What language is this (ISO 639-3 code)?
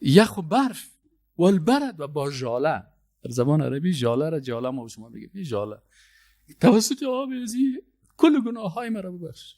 fas